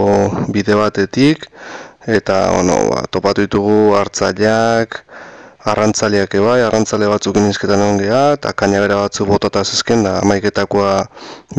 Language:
Basque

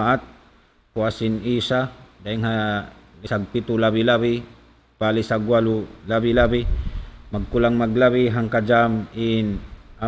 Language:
Tausug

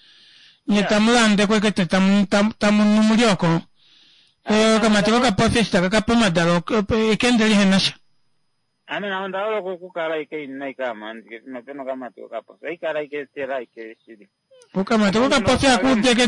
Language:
Kuanyama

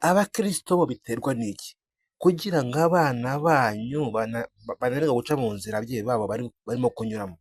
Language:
Kinyarwanda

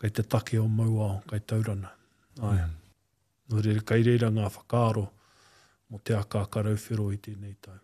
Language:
Māori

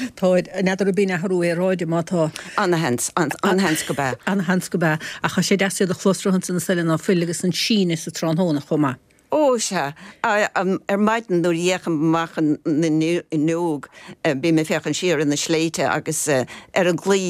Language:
Irish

